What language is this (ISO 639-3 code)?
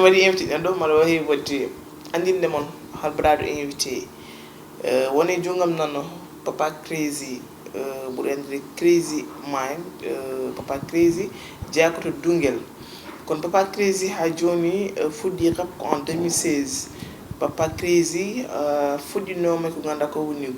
ful